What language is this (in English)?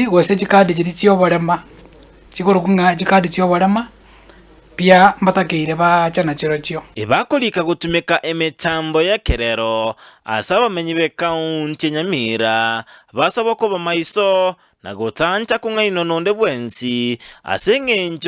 Gusii